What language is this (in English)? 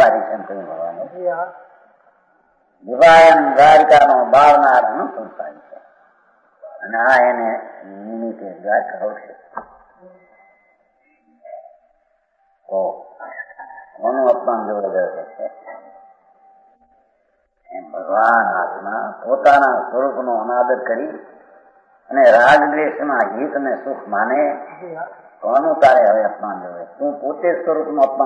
Gujarati